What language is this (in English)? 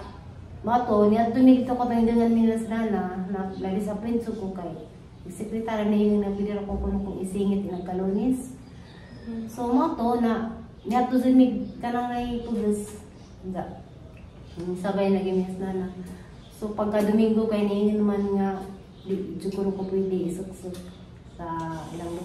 Cebuano